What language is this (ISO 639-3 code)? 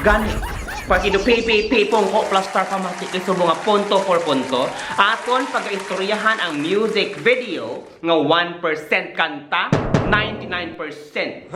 hil